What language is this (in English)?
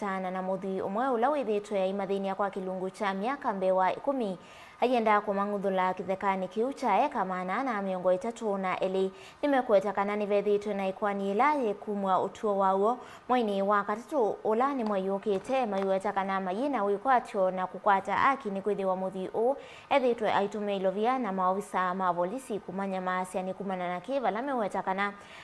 Kamba